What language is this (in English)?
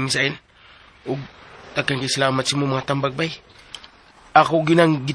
Cebuano